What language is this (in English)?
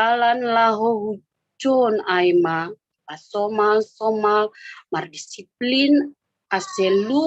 Batak Simalungun